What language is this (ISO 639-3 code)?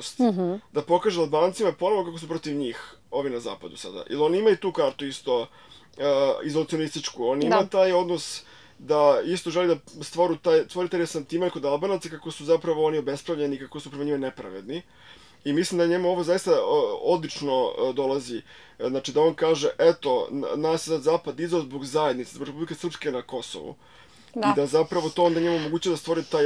srp